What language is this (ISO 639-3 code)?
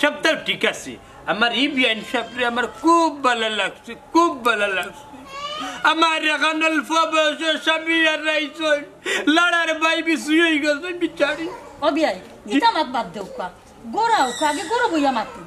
syl